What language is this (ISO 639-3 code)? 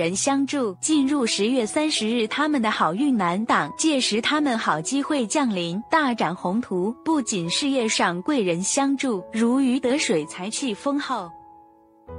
zho